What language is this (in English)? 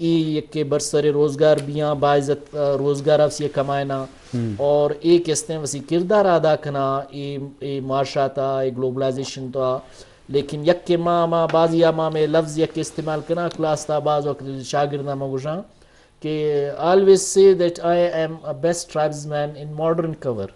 Eastern Balochi